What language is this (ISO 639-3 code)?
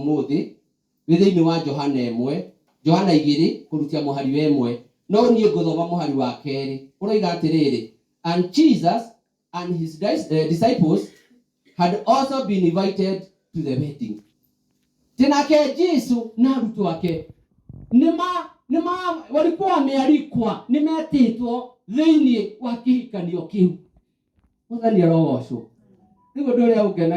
kik